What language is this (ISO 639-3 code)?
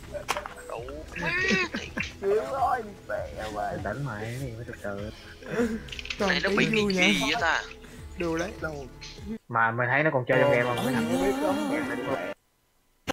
vie